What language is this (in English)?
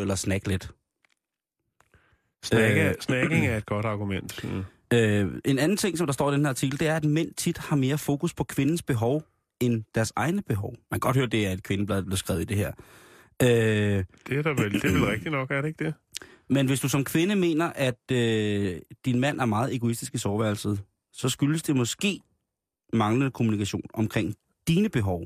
Danish